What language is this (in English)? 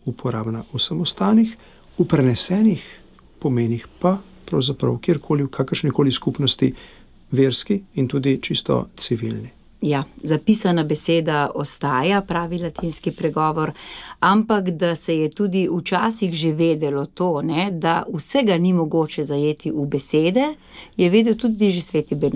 Slovenian